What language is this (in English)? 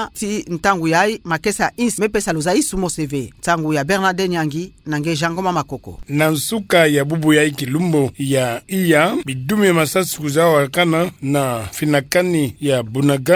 Kituba (Democratic Republic of Congo)